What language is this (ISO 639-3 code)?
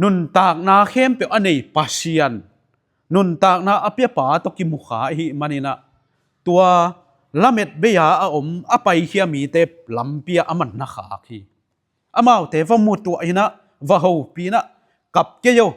ctd